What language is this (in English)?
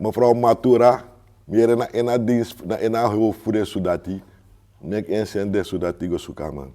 Sranan Tongo